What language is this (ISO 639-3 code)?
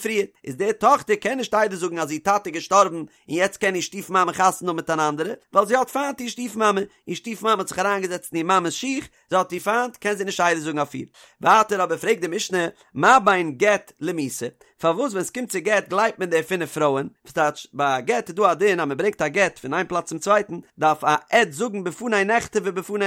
yid